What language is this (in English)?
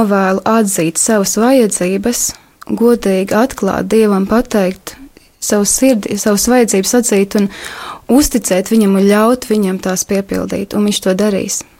Latvian